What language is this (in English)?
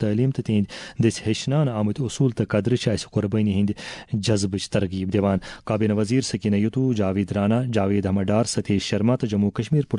Kashmiri